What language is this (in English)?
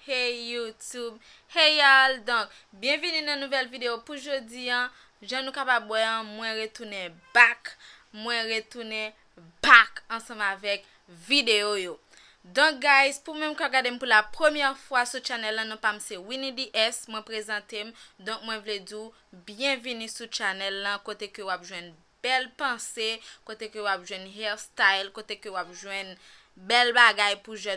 Haitian Creole